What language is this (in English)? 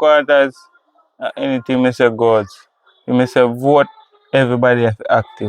Jamaican Creole English